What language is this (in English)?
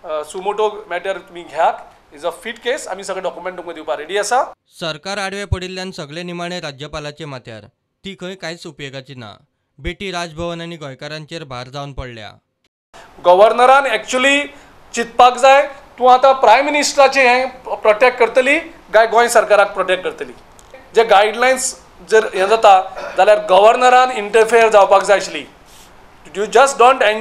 Konkani